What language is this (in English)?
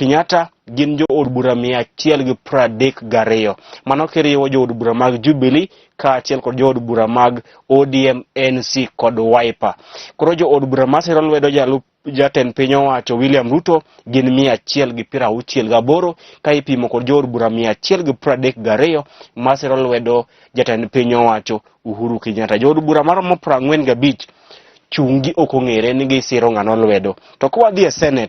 Luo (Kenya and Tanzania)